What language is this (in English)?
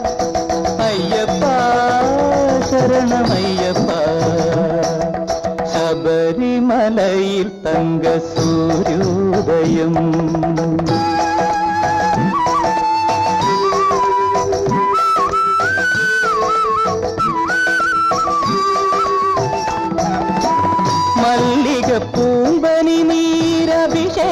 Malayalam